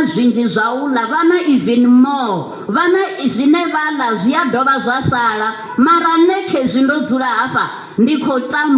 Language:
Venda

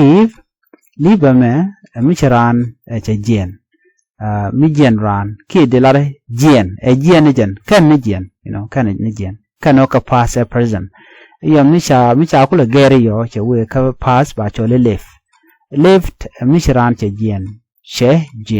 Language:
Nuer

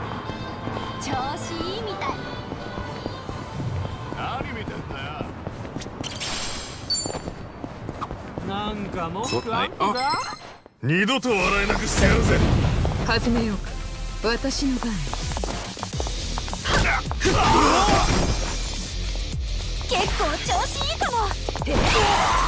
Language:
Japanese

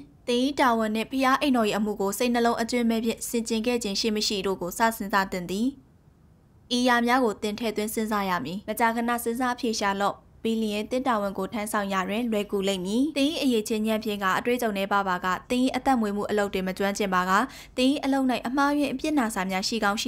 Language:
Burmese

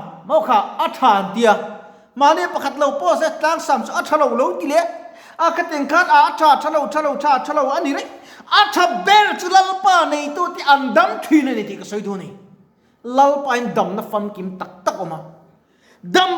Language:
Mizo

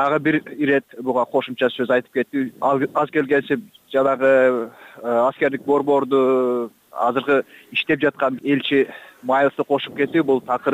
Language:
Kyrgyz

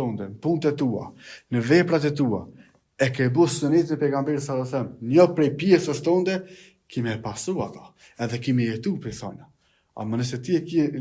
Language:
Albanian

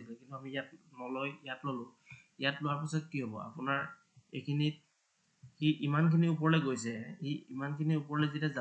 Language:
Assamese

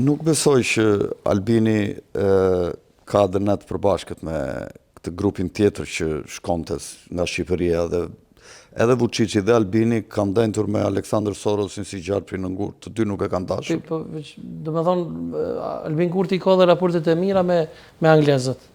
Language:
Albanian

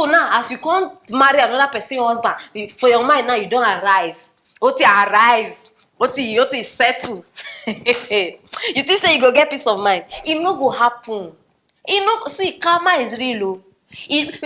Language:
Nigerian Pidgin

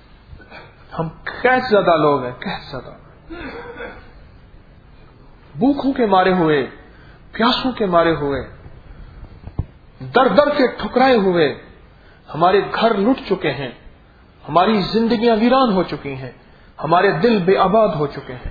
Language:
Urdu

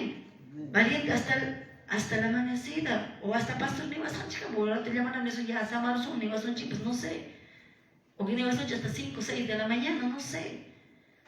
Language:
Quechua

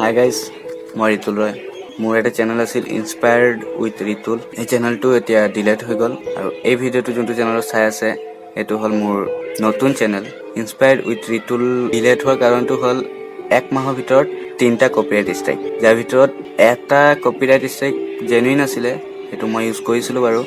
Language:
Assamese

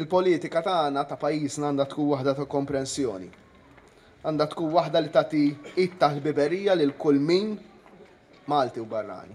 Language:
Maltese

